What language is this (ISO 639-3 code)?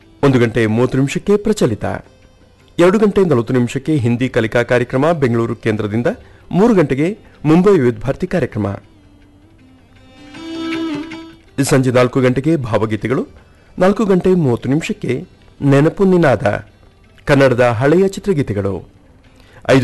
kan